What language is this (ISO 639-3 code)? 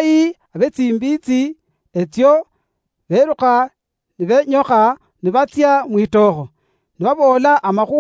luy